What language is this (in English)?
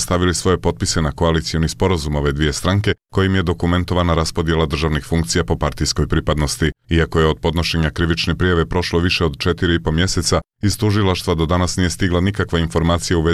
Bosnian